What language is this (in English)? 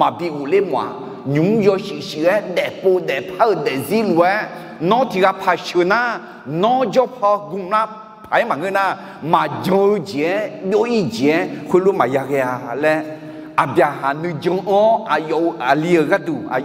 Akha